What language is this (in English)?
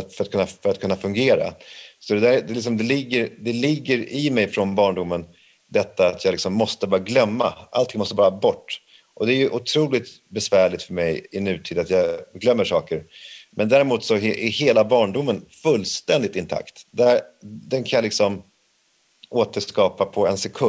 Swedish